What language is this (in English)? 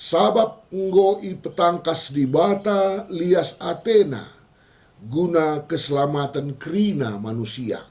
Batak Karo